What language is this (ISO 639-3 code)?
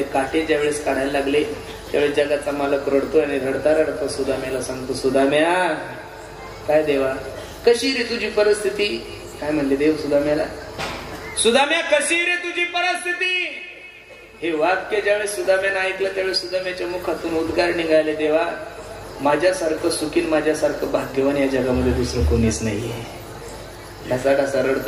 mar